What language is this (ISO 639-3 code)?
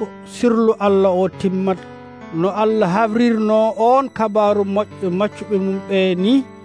fuv